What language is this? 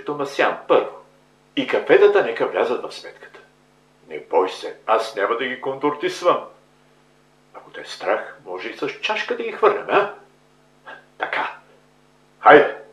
Bulgarian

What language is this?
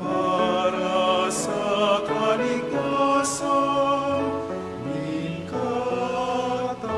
Bikol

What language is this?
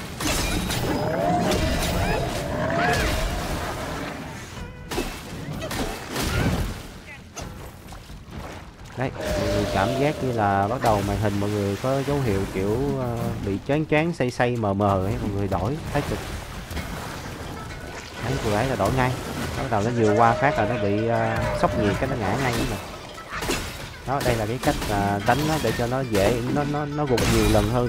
Vietnamese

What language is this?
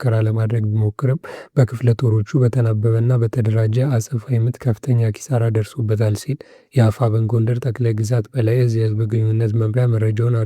Amharic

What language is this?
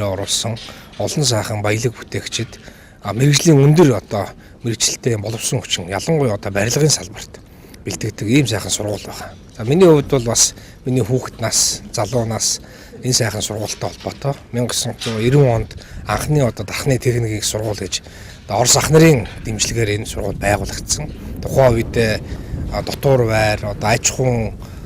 Mongolian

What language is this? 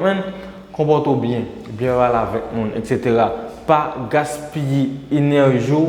Haitian Creole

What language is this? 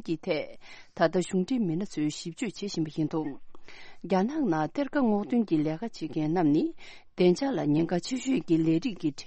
Tibetan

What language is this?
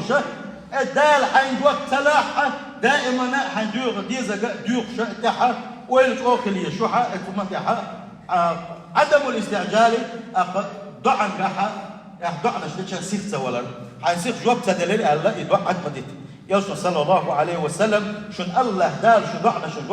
Chechen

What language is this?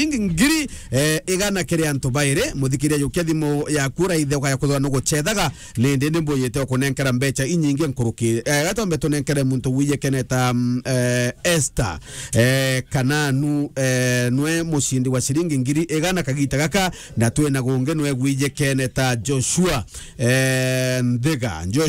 Meru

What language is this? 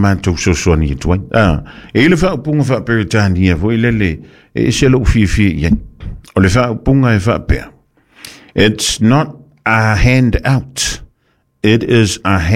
Samoan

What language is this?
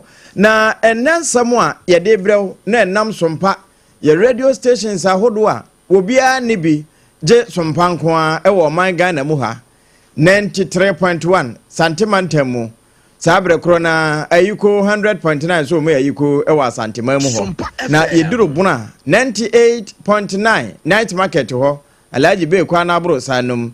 Akan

